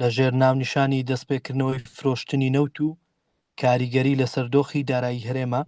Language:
Central Kurdish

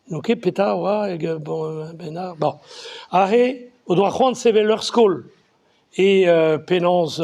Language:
Breton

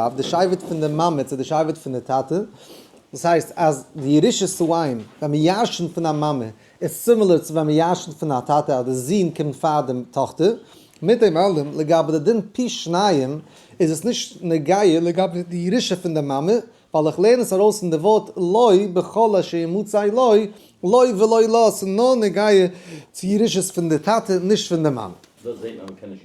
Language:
Yiddish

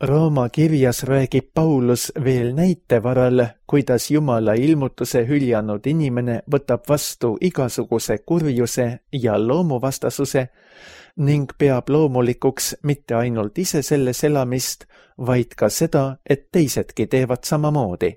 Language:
Estonian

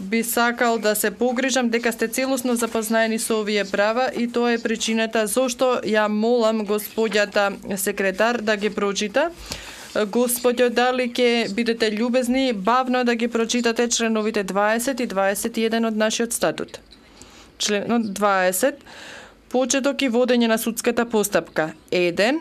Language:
Macedonian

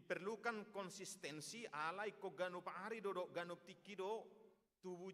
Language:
Batak Toba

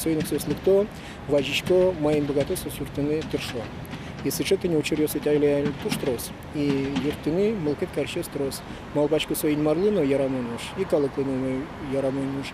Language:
Udmurt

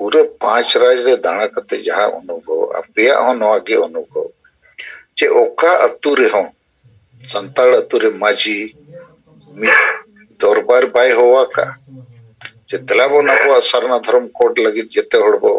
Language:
Santali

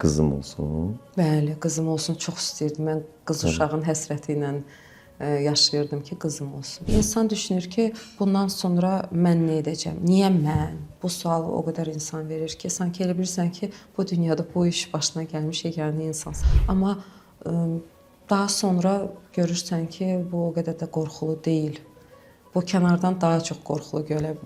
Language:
Azerbaijani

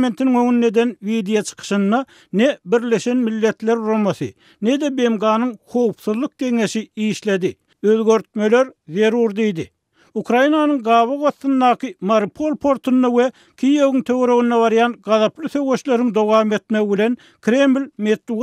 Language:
Turkmen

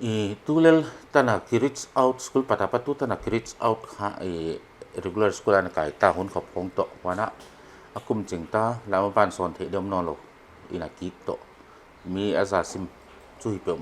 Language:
Paite Chin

